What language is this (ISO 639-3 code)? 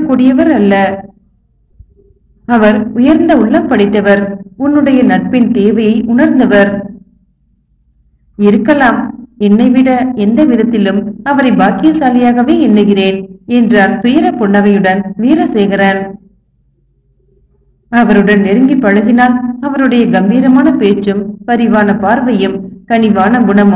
tam